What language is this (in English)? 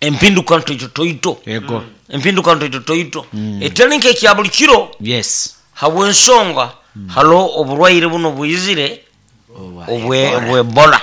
Nyoro